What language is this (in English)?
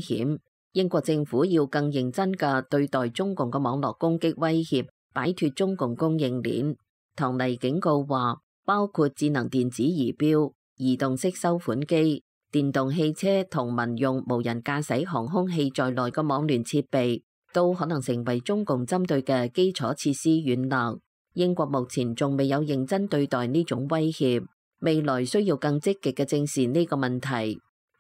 Cantonese